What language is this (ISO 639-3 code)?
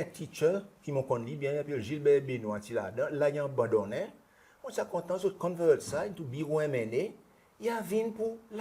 crs